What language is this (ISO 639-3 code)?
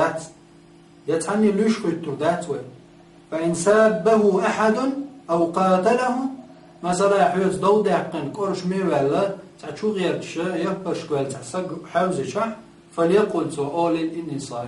che